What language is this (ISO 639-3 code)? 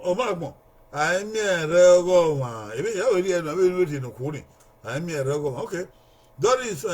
bin